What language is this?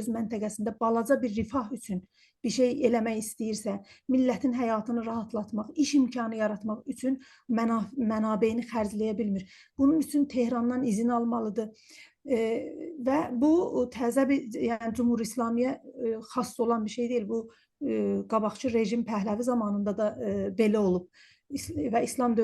South Azerbaijani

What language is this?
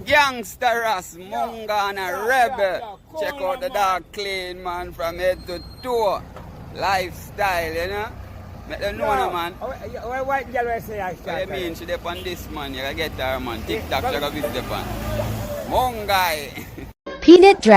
Jamaican Creole English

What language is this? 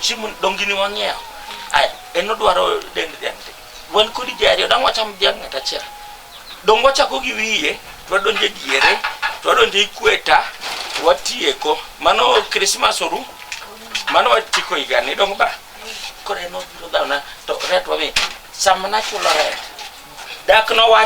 Luo (Kenya and Tanzania)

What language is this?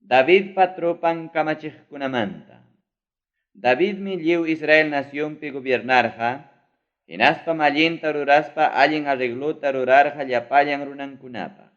Ayacucho Quechua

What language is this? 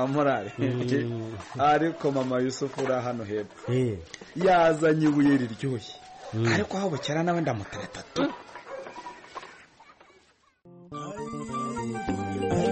Kinyarwanda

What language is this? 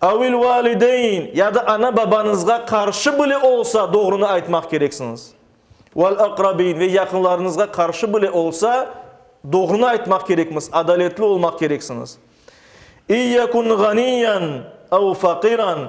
Crimean Tatar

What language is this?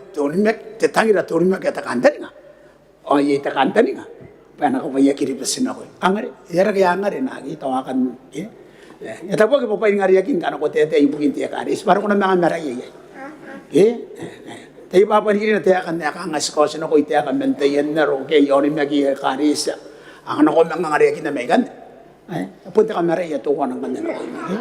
Gilbertese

